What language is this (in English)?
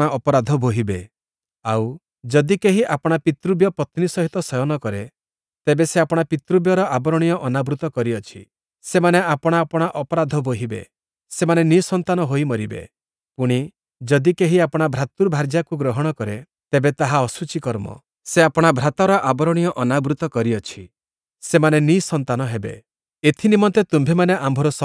Odia